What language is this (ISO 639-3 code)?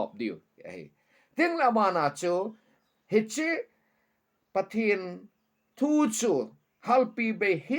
tcz